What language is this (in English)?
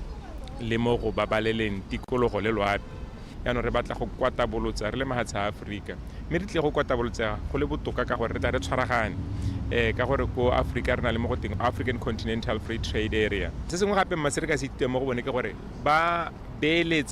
Tswana